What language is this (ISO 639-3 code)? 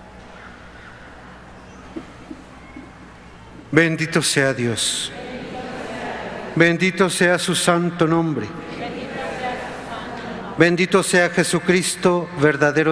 spa